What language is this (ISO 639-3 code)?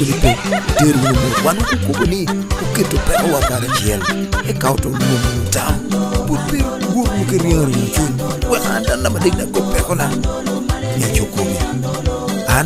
laj